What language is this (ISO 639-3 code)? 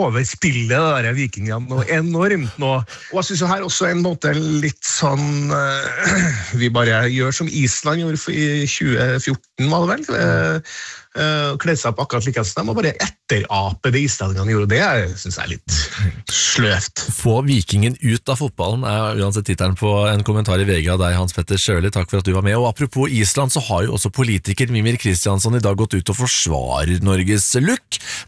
nor